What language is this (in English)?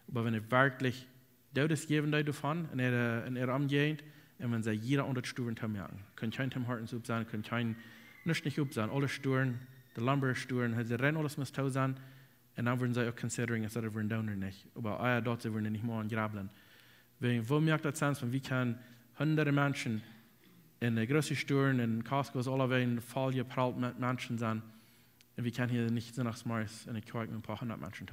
Plautdietsch